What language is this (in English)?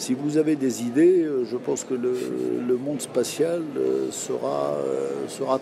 French